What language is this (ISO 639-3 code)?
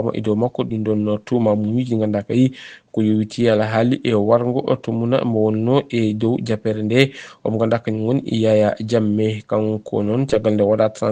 ful